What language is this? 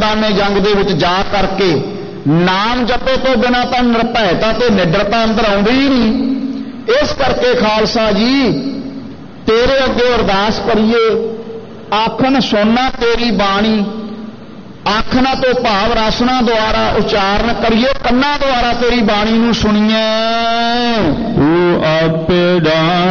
Punjabi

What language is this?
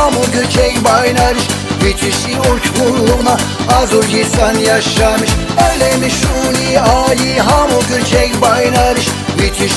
Tabassaran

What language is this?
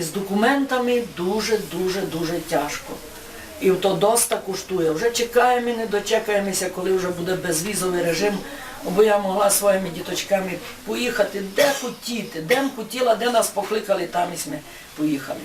Rusyn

